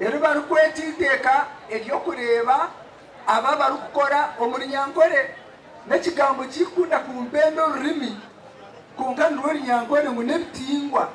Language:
Nyankole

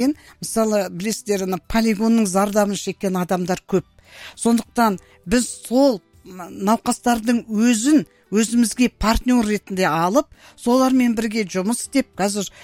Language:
Kazakh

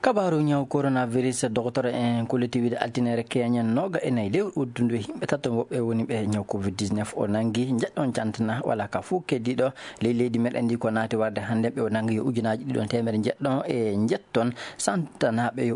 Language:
Fula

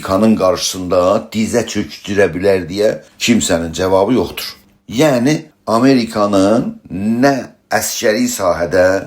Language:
South Azerbaijani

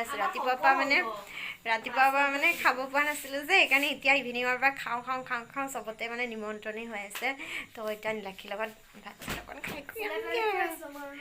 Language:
Assamese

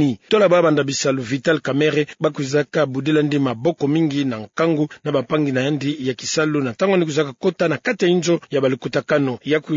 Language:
Kituba (Democratic Republic of Congo)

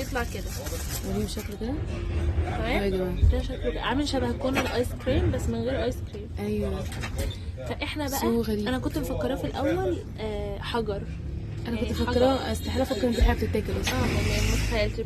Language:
Egyptian Arabic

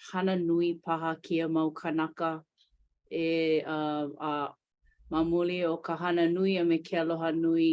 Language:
Hawaiian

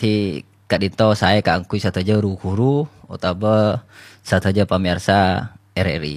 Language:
Madurese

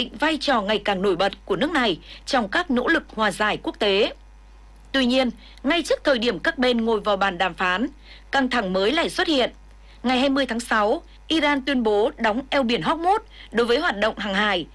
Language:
Vietnamese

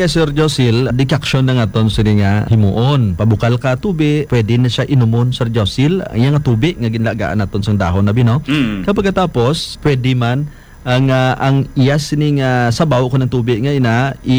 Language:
Hiligaynon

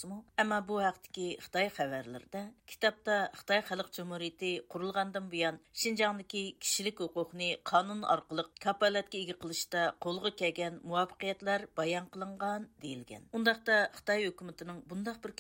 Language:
Uyghur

